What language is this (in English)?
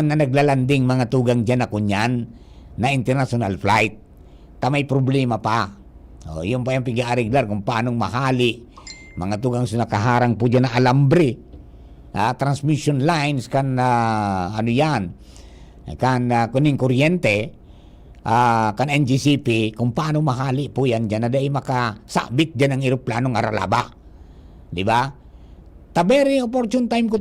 Bikol